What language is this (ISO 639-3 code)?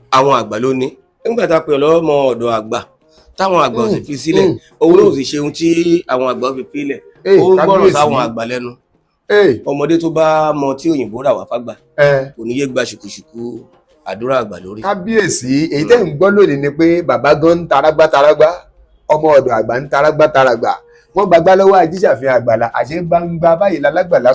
yor